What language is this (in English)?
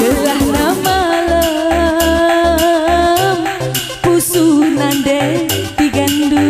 Batak Karo